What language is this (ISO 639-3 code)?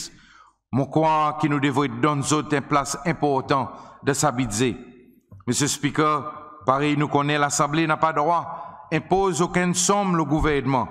crs